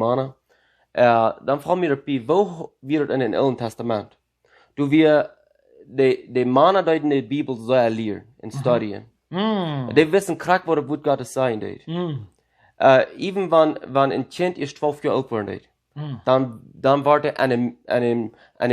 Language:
Plautdietsch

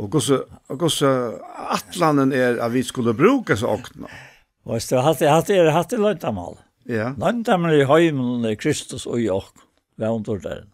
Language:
Faroese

